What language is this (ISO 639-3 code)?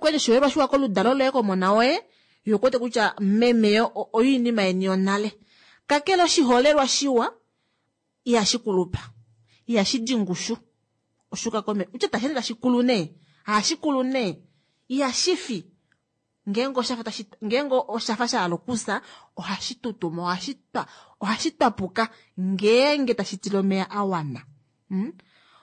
kua